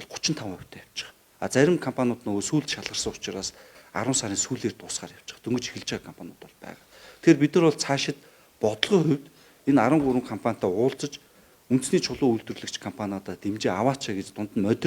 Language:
Mongolian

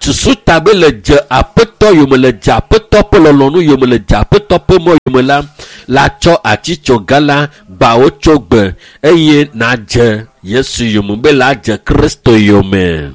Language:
Ewe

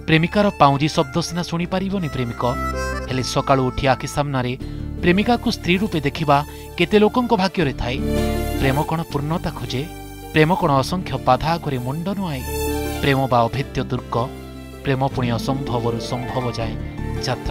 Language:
Odia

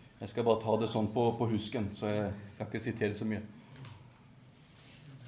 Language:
Norwegian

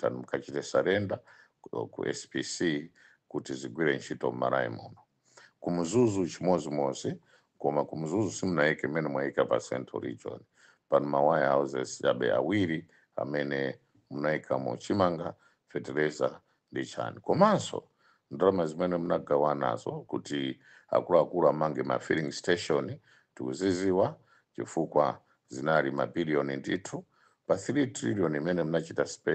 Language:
Nyanja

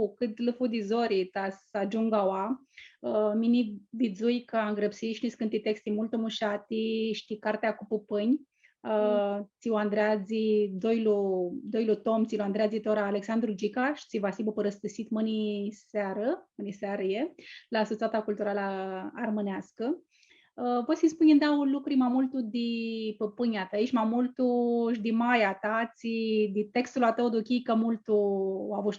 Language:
Aromanian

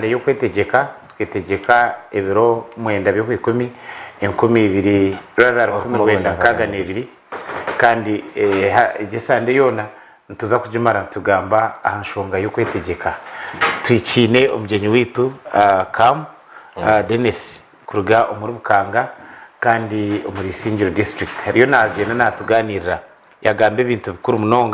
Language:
Nyankole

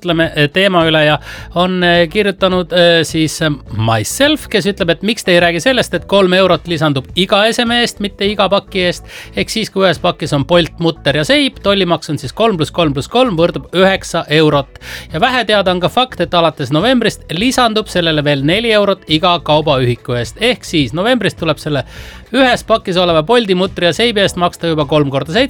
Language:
Estonian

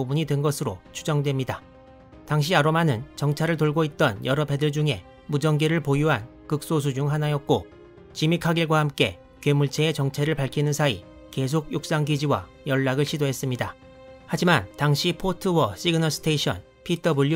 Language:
Korean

